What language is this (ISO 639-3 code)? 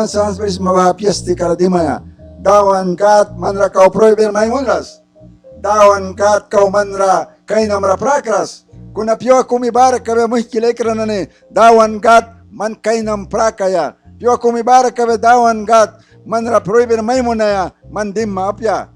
miq